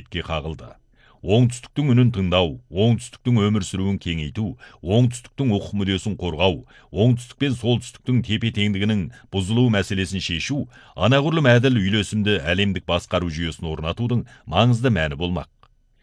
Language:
Kazakh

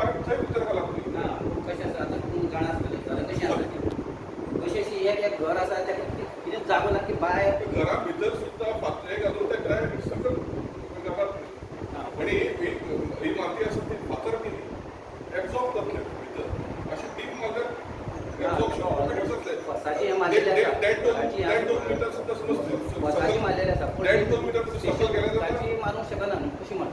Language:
Konkani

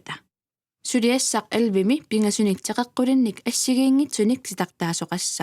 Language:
Kalaallisut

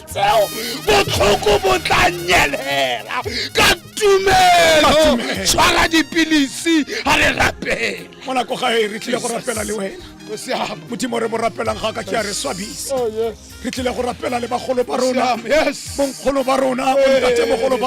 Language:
Tswana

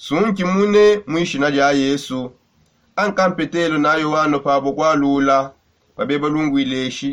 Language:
Songe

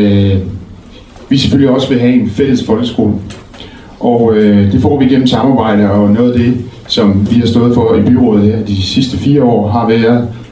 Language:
Danish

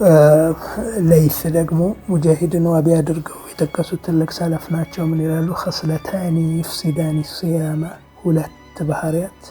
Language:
Amharic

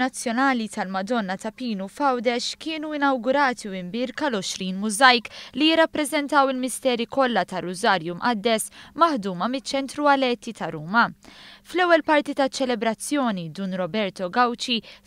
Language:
Maltese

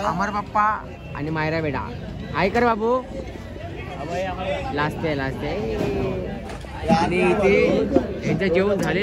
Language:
Marathi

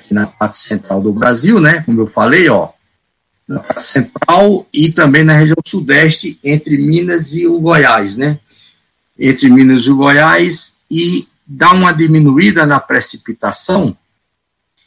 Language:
Portuguese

